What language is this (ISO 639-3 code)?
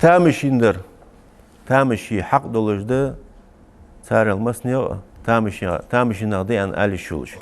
inh